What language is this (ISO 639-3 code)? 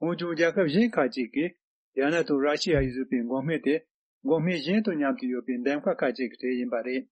bod